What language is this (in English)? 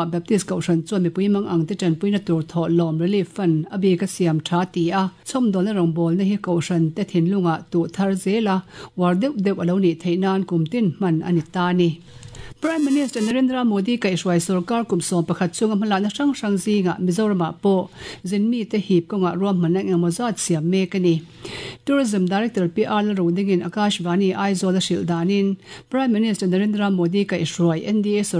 Mizo